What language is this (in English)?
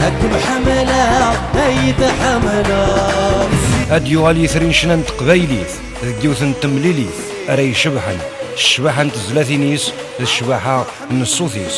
Kabyle